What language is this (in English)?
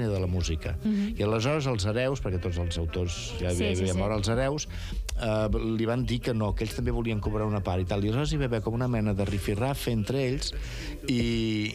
Catalan